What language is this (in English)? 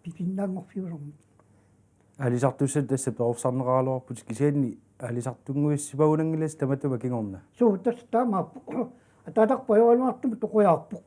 Kalaallisut